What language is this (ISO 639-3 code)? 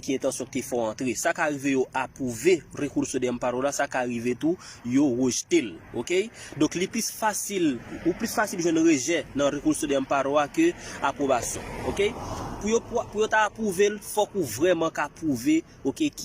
hat